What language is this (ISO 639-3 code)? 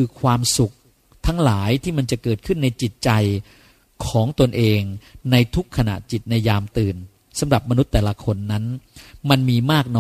tha